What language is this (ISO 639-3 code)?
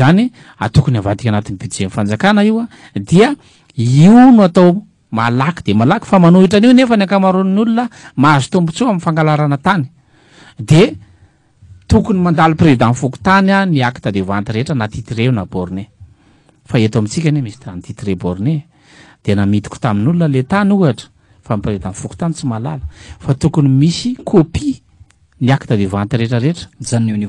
mlg